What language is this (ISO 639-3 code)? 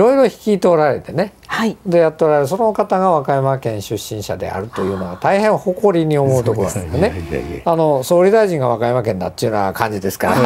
jpn